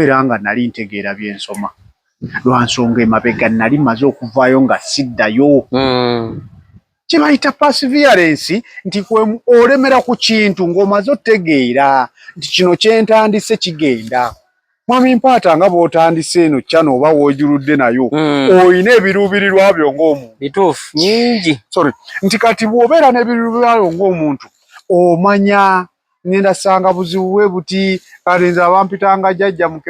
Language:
Ganda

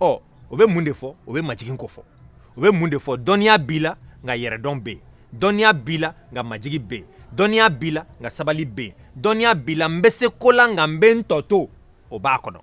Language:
Bambara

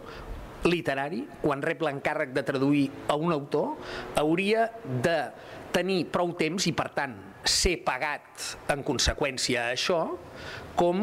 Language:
Catalan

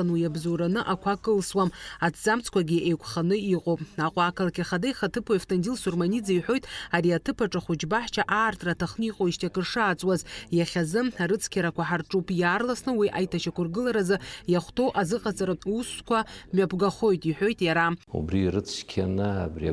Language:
Abkhazian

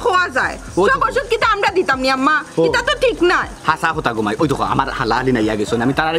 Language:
Sylheti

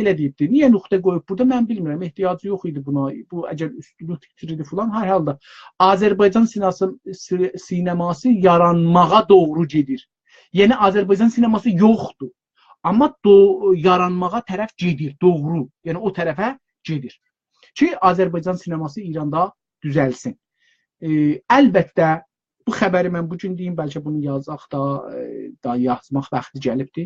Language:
South Azerbaijani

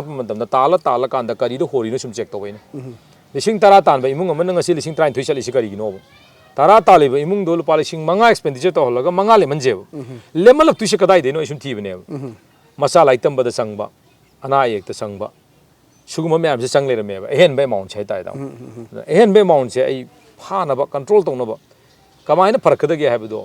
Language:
Manipuri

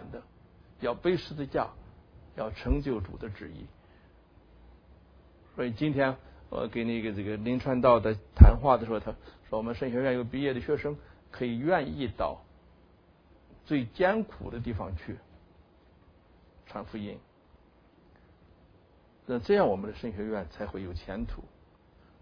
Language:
Chinese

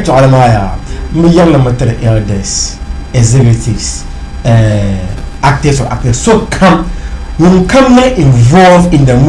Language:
Dagbani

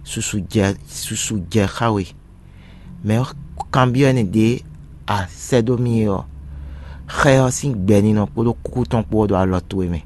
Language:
Fon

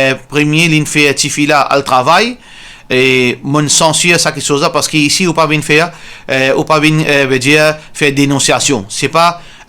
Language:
Morisyen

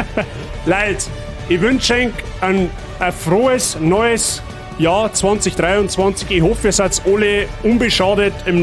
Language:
Bavarian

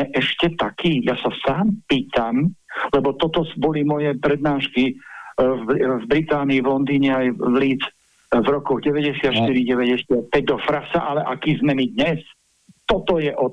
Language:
Slovak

